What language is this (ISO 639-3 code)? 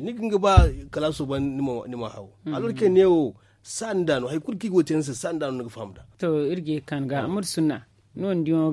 dje